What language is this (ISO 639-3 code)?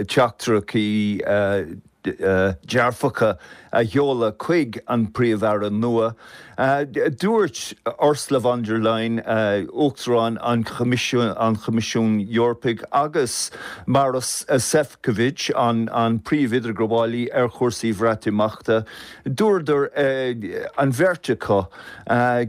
gle